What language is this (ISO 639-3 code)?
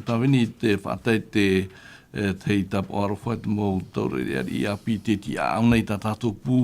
tah